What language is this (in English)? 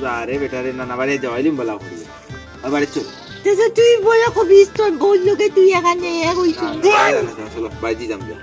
Sylheti